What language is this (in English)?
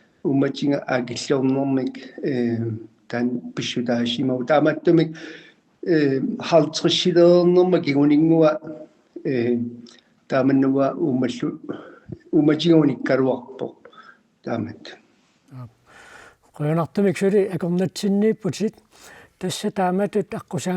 Kalaallisut